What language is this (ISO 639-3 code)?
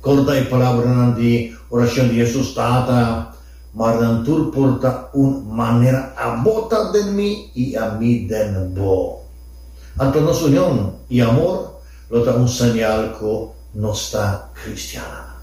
pap